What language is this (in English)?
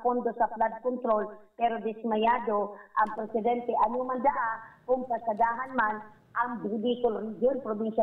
Bikol